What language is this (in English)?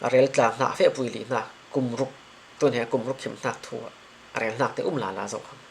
Falam Chin